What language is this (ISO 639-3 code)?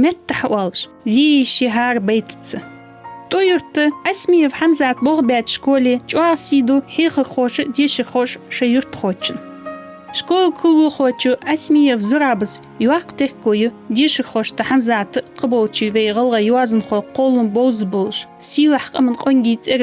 inh